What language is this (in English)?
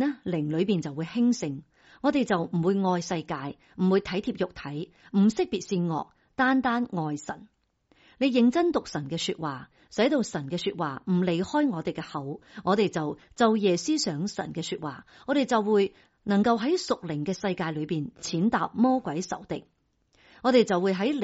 Cantonese